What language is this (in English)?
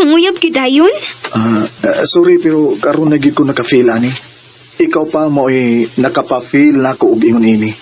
Cebuano